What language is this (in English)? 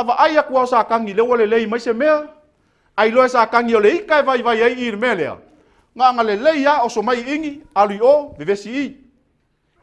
Samoan